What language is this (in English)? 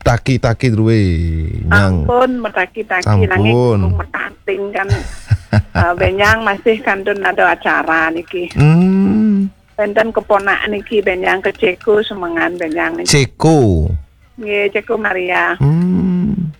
Balinese